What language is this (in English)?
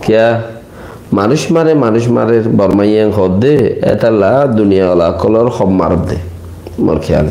Rohingya